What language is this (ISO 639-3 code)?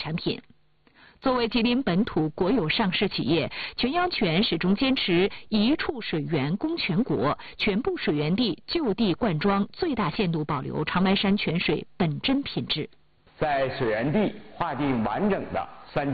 zho